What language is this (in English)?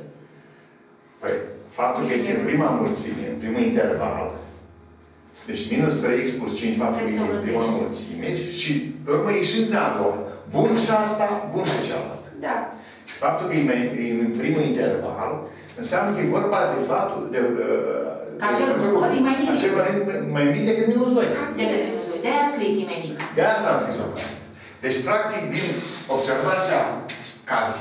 Romanian